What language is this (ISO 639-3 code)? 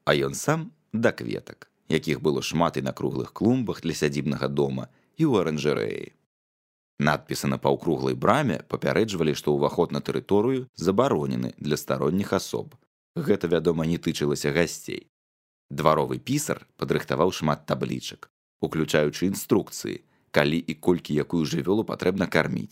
bel